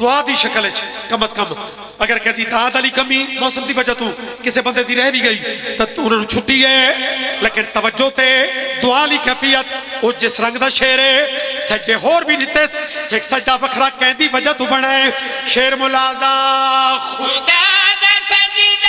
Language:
Pahari-Potwari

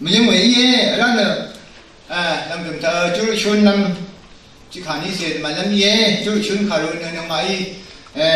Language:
Rawang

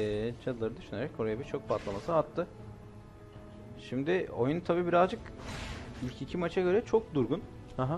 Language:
Turkish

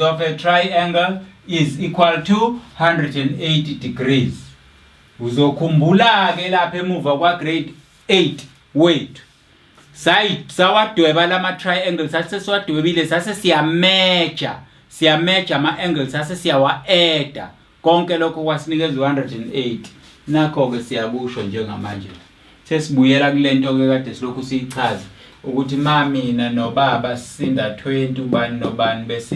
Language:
Zulu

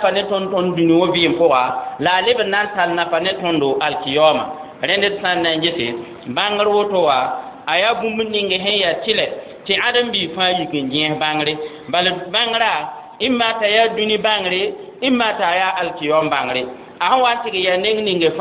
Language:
Mossi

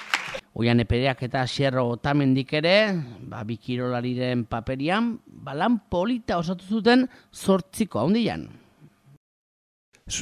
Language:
Basque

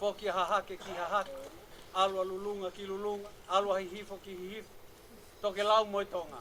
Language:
Tongan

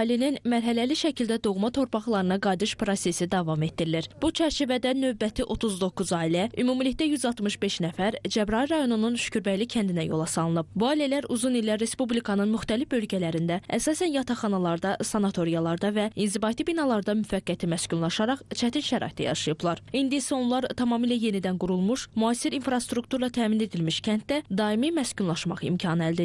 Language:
Azerbaijani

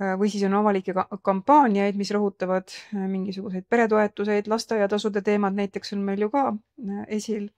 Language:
Estonian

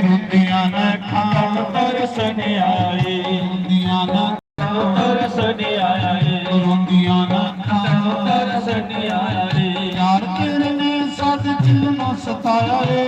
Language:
Dogri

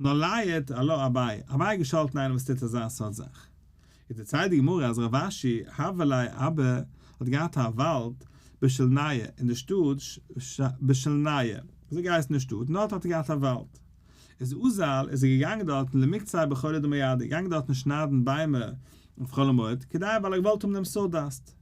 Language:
Yiddish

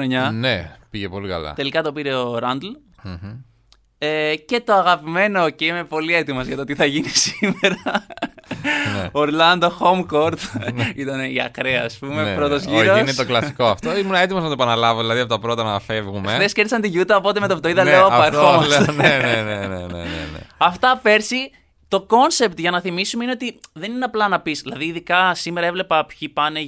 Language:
Greek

